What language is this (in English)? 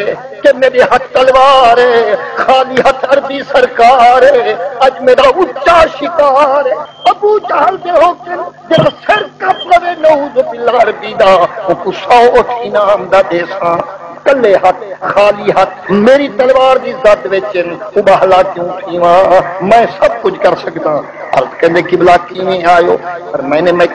Saraiki